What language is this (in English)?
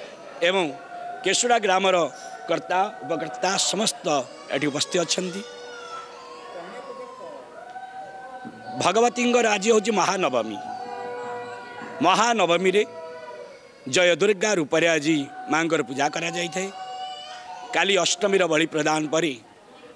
Odia